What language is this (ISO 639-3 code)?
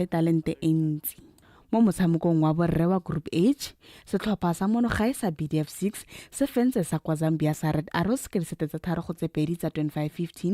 tsn